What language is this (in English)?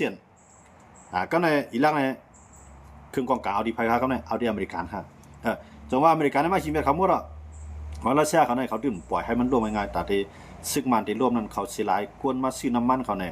Shan